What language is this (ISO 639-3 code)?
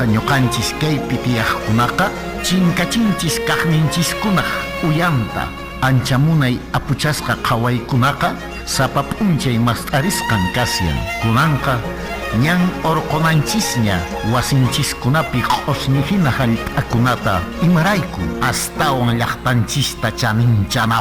que